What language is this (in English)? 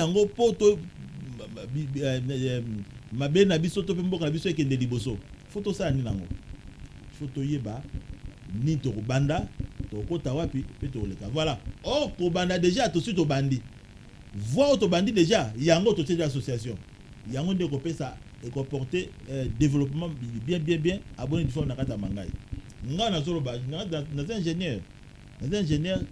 Lingala